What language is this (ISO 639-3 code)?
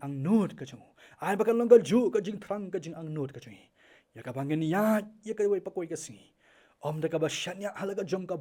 kha